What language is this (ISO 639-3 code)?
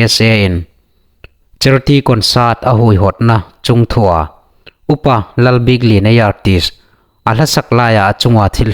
hmr